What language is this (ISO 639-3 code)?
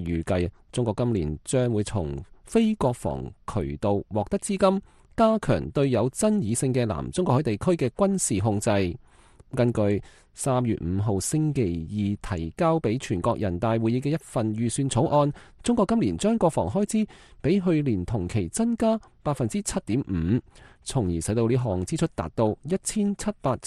yue